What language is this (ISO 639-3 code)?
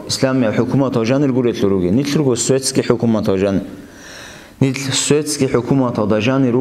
ava